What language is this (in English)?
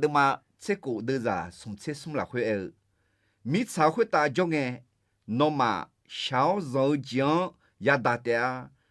Akha